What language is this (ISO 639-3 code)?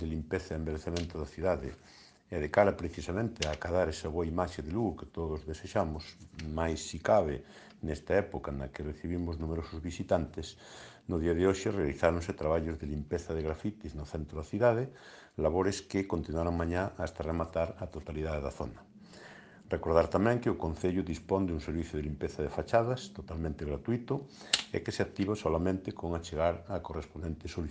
glg